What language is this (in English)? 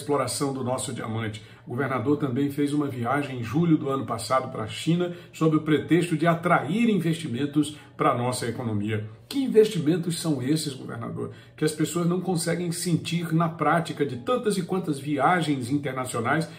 Portuguese